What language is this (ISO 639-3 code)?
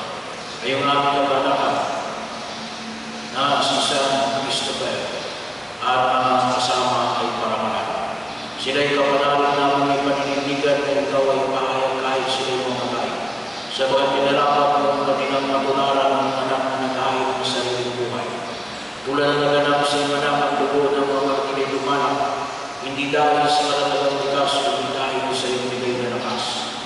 fil